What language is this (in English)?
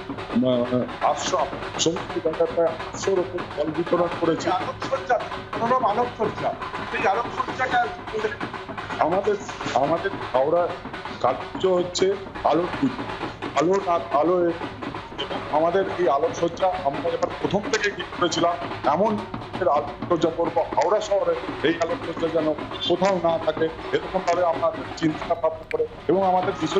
Bangla